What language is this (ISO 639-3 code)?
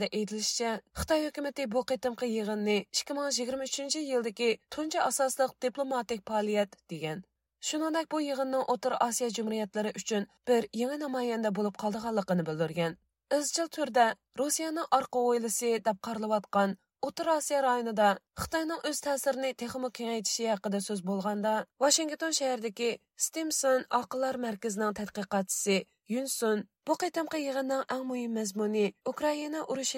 uig